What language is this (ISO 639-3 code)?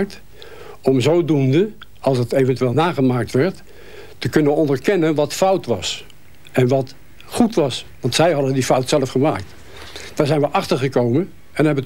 nld